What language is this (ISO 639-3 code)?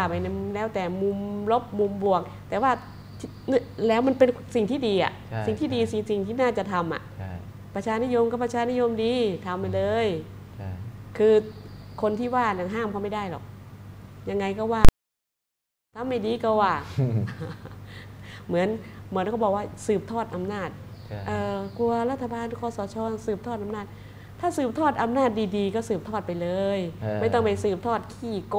tha